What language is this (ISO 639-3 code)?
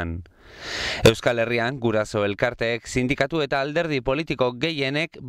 eus